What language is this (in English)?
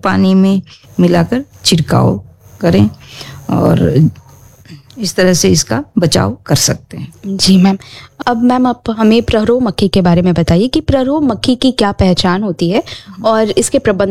Hindi